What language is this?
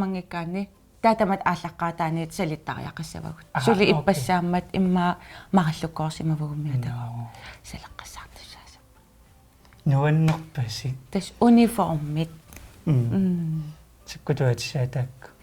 Kalaallisut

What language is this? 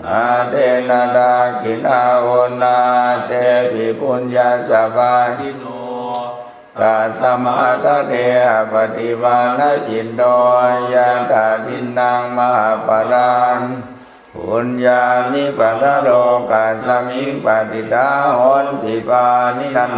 Pali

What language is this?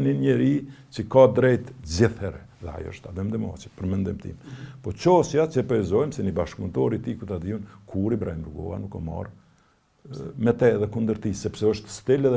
Albanian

